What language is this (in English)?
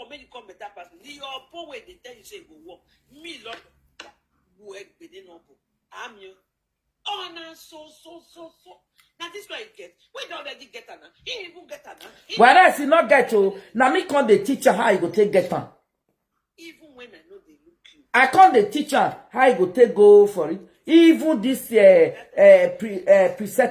Nigerian Pidgin